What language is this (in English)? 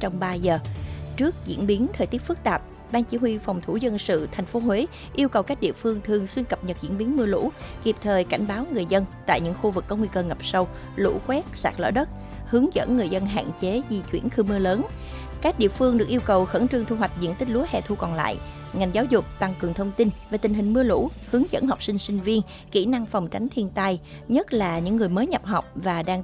Vietnamese